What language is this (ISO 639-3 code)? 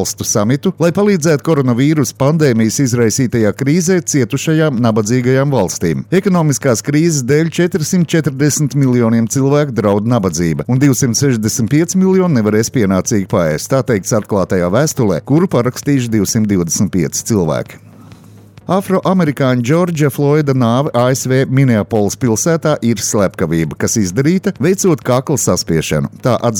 lav